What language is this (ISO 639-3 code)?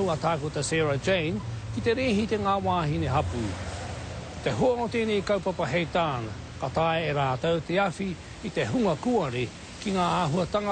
mri